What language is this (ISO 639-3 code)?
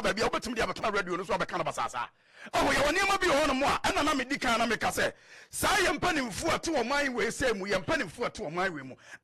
aka